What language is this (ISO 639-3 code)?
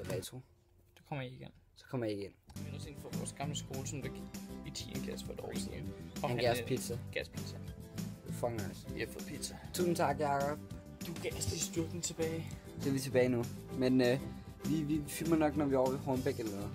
dan